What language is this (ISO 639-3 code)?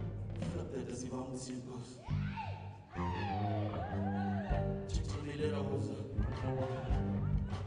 afr